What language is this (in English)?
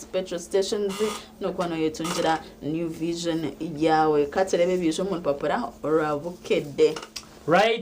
Nyankole